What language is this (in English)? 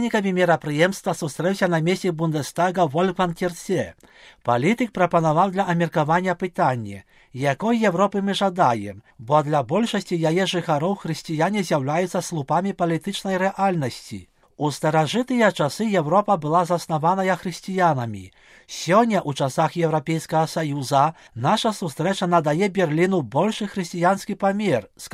Belarusian